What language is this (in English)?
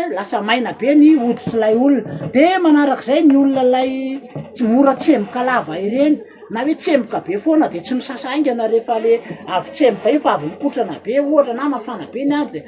Malagasy